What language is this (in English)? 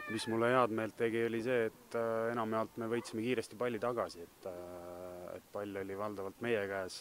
Estonian